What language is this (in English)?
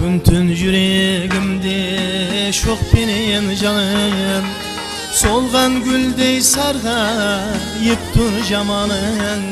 Kara-Kalpak